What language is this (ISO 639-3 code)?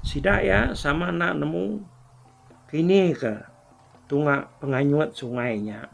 iba